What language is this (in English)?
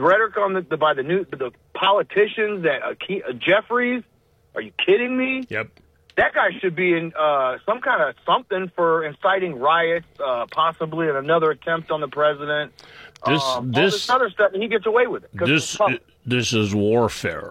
English